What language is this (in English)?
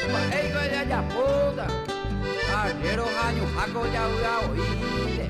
Guarani